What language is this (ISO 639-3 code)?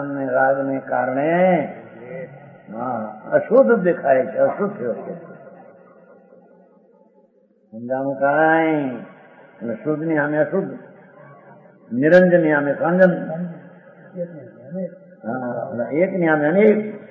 guj